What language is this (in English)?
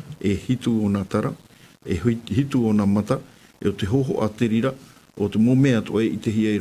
Tahitian